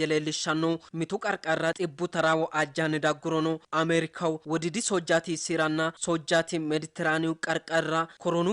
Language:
Sidamo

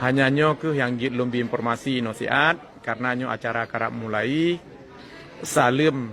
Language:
Achinese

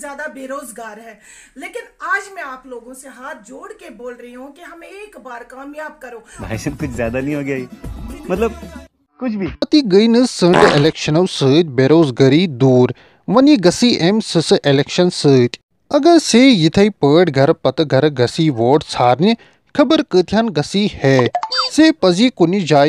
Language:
Kashmiri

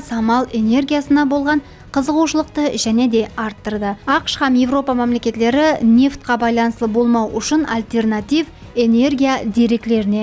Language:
Kara-Kalpak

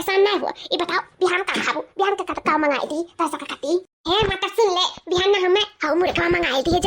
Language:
Awadhi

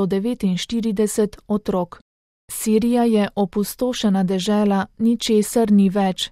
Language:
Slovenian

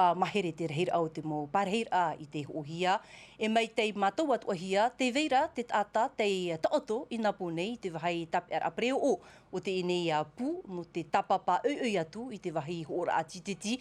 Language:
Tahitian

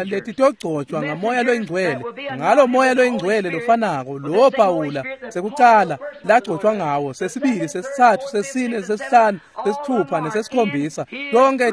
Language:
Swati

